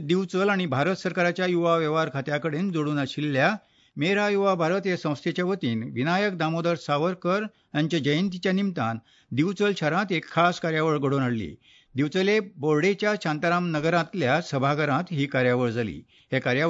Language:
Konkani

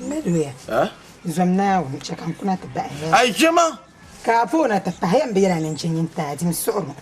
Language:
Dagbani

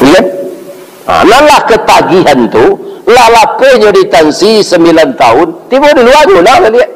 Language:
Minangkabau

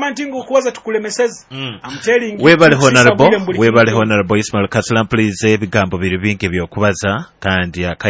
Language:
Nyoro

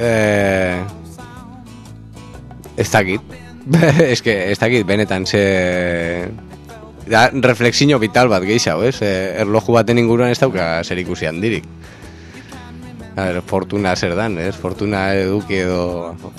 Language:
Basque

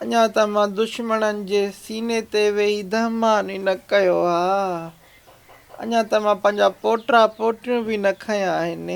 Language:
Sindhi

